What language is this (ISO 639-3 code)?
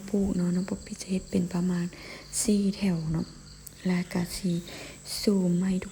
lao